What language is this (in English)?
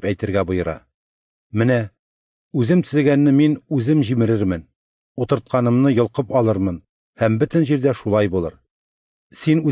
Tatar